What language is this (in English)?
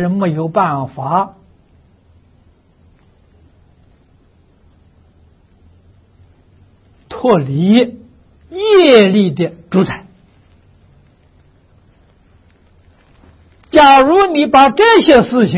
Chinese